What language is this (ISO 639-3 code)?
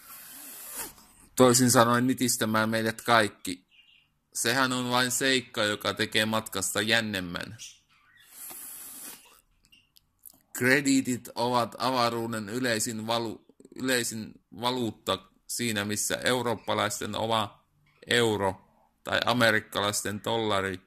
fin